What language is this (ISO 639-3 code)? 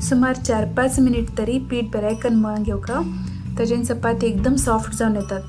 kok